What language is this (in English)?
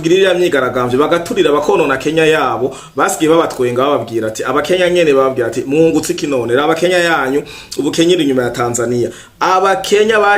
Rundi